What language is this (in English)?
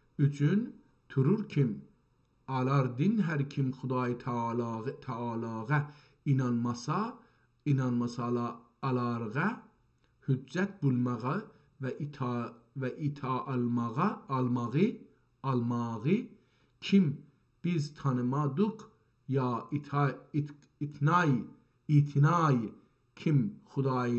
South Azerbaijani